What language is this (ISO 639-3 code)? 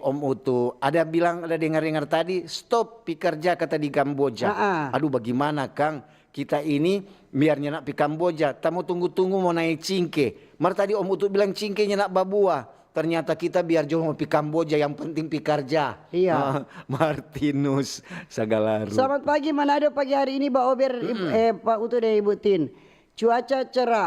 xmm